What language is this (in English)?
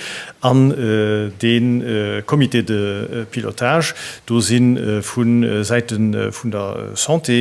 Luxembourgish